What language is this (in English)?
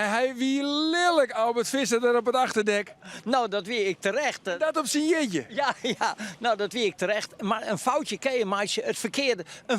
Western Frisian